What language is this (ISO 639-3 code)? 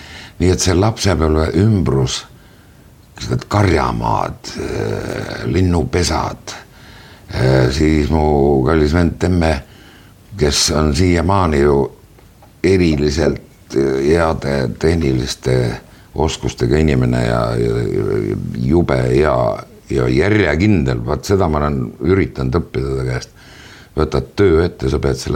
est